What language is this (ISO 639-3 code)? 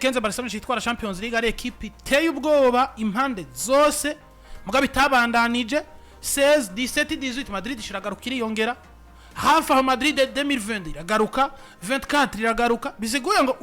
run